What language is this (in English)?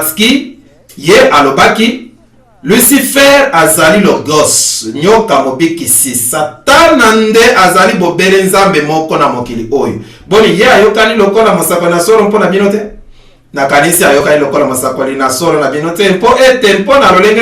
Lingala